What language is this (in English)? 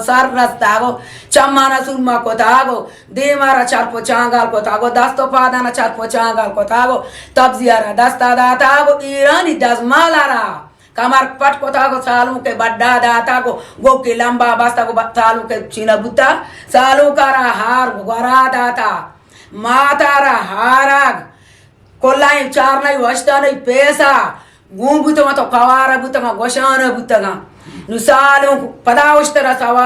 Eastern Balochi